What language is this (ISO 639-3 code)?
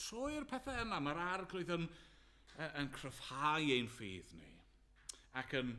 cym